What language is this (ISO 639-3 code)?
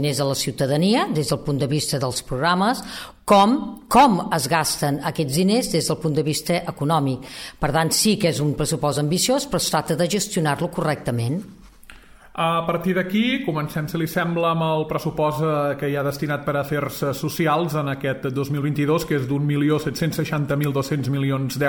cat